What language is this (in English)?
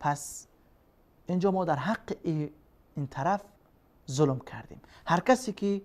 Persian